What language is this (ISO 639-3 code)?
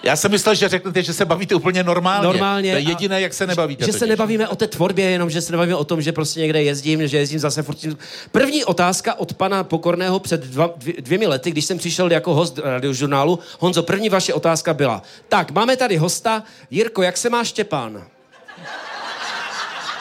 ces